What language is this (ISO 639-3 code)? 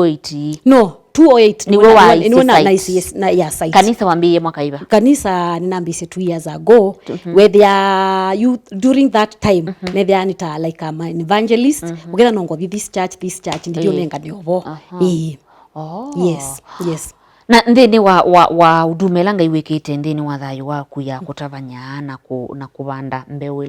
kam